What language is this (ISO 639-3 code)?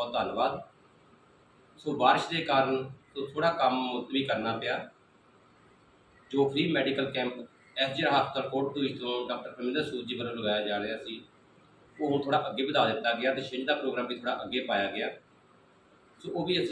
pan